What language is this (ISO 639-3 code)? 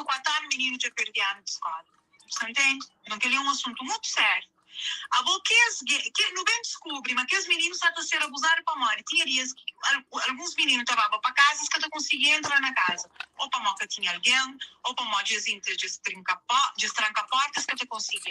kea